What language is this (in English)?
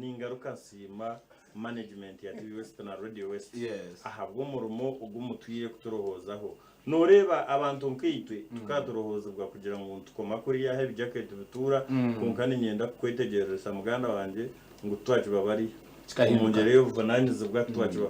Nyankole